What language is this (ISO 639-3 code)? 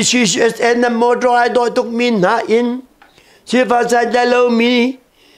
cnh